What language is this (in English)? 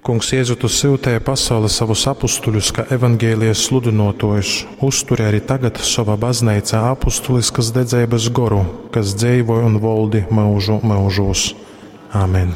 Latgalian